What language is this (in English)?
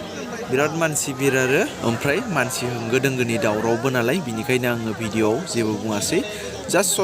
Bodo